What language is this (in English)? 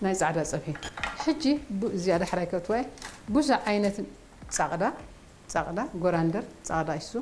Tigrinya